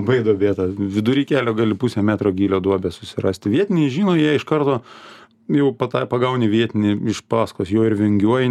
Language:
Lithuanian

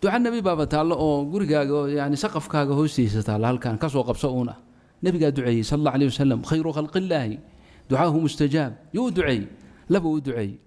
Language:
Somali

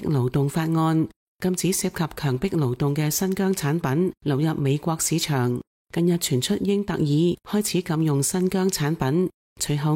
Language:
Cantonese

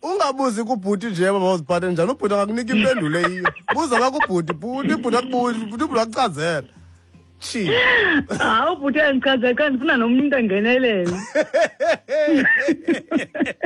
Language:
Xhosa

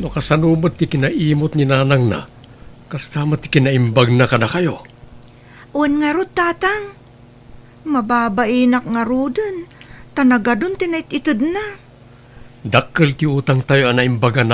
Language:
Iloko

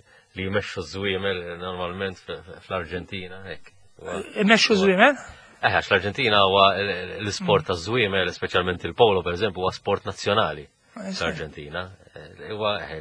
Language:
Maltese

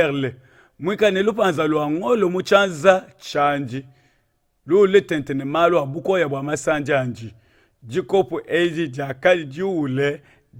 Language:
Luba-Lulua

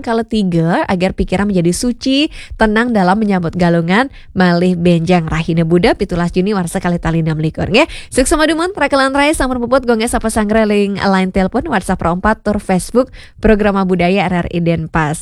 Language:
Balinese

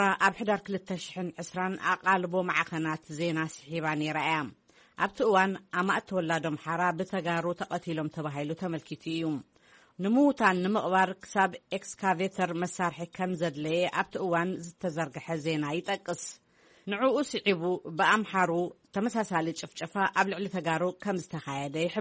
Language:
Tigrinya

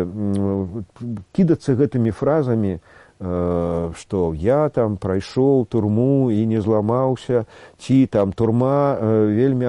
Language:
Belarusian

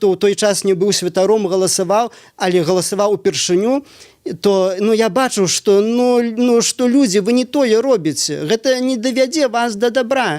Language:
Belarusian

